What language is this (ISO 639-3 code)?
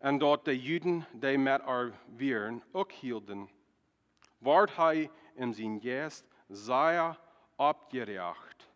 pdt